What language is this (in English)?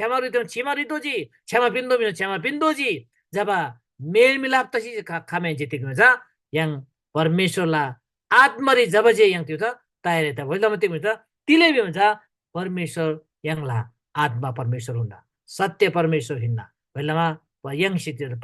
Eastern Tamang